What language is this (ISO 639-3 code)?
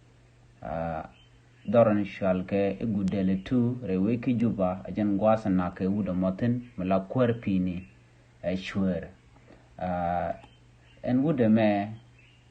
nus